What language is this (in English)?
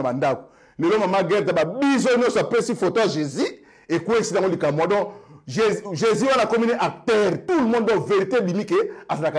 Lingala